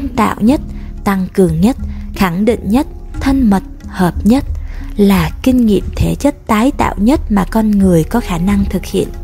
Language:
Vietnamese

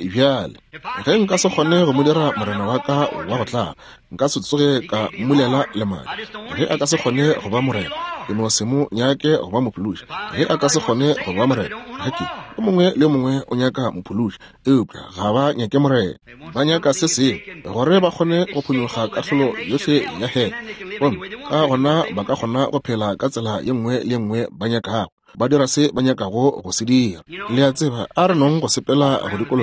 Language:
Northern Sotho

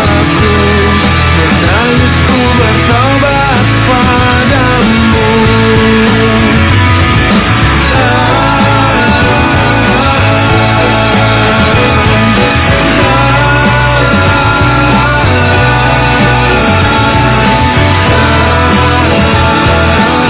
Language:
Indonesian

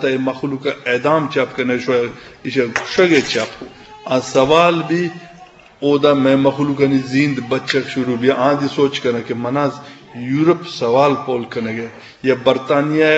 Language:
Eastern Balochi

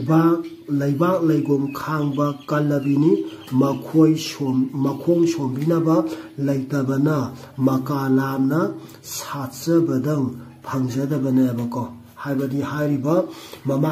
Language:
Manipuri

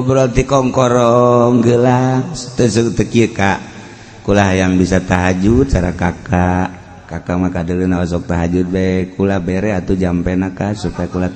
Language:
Sundanese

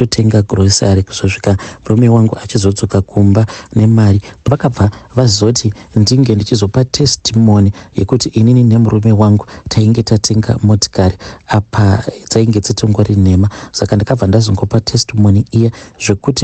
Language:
Shona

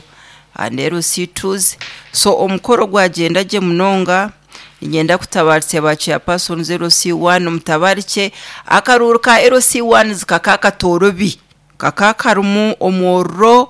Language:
Nyankole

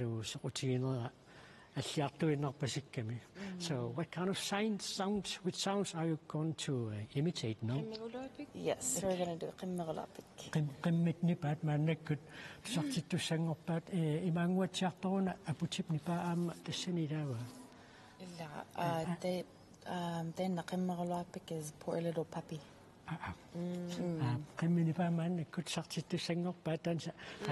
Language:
Kalaallisut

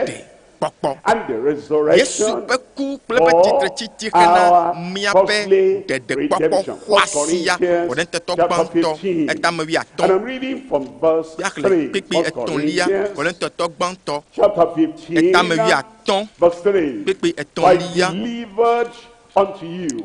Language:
Ewe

